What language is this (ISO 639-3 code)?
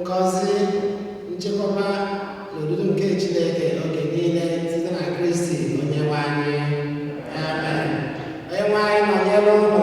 ibo